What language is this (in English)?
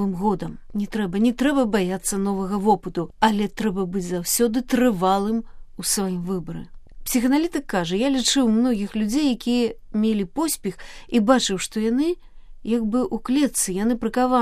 Belarusian